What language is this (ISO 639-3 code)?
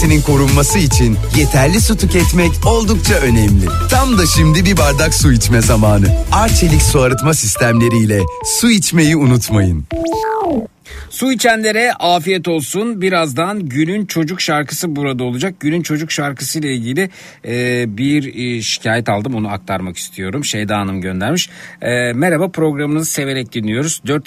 tur